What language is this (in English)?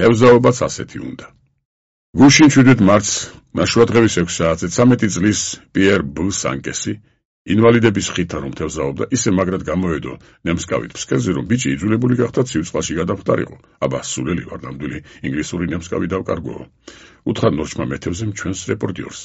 Georgian